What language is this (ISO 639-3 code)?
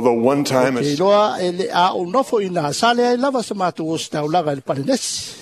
smo